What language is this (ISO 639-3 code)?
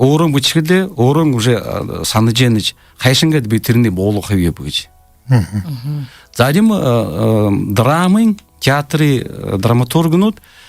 bua